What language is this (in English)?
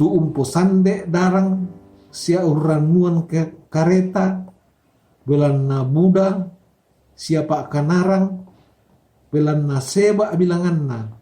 Toraja-Sa'dan